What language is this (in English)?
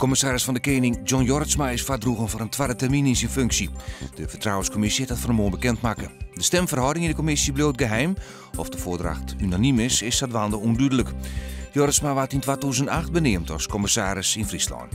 Western Frisian